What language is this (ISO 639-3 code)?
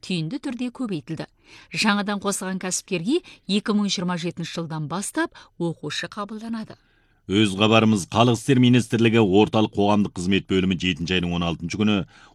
kaz